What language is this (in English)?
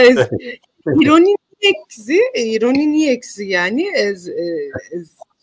Zaza